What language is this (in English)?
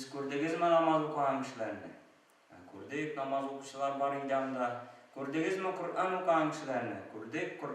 Tatar